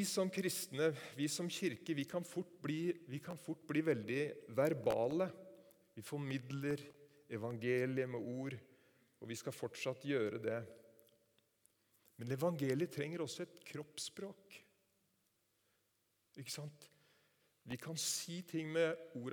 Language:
Norwegian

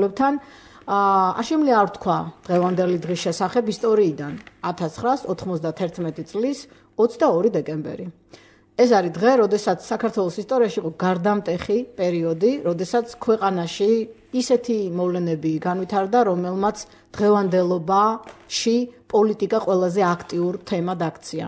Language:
Georgian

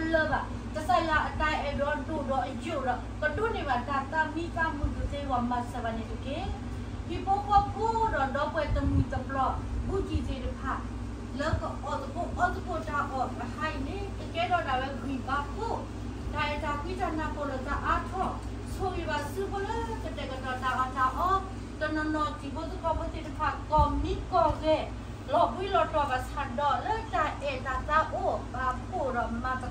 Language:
S'gaw Karen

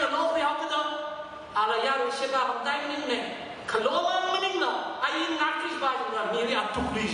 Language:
Tangkhul Naga (India)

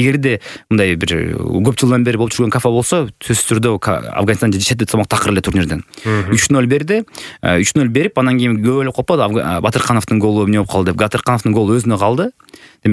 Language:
Kyrgyz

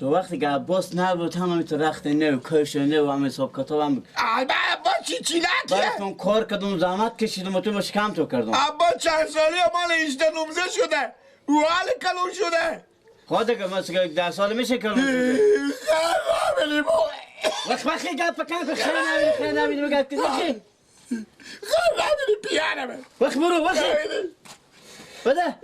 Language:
Persian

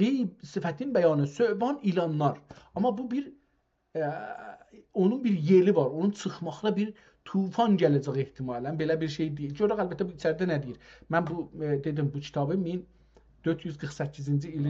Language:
South Azerbaijani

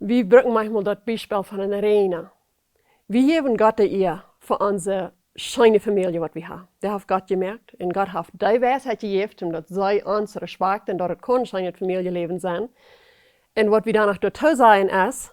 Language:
Plautdietsch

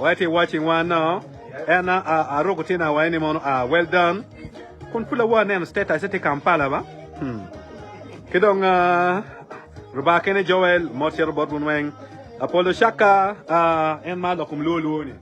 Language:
Acoli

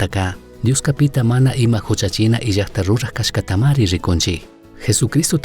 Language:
Chimborazo Highland Quichua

